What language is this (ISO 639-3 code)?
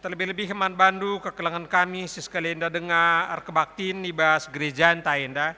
btx